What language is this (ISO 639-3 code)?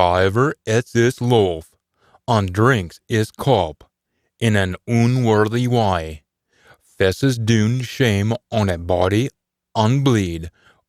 sco